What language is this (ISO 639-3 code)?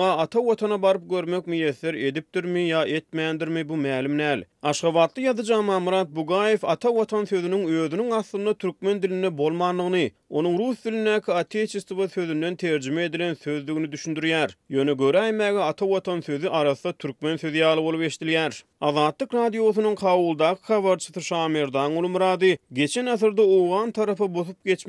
tuk